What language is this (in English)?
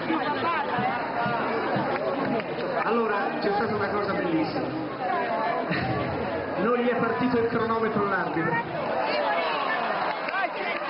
Italian